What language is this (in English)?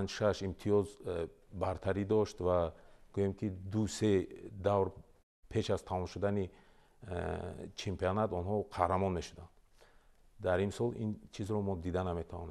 Tajik